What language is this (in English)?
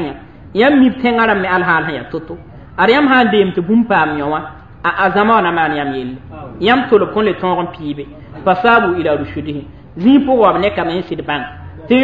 Mossi